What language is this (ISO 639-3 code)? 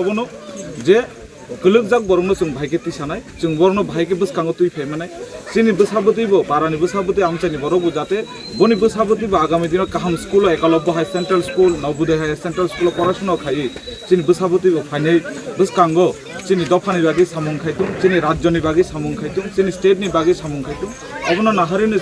trp